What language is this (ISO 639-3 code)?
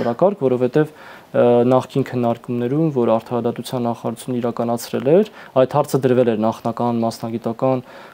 hye